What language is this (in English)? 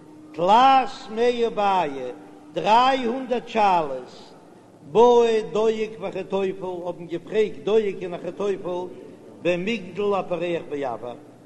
Yiddish